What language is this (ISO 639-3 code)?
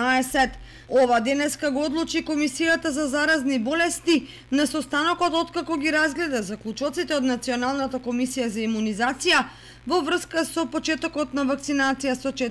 mkd